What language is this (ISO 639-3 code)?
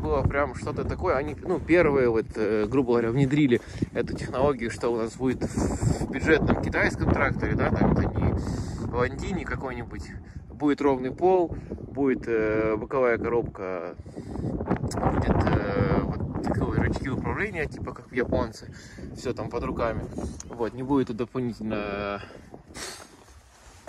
rus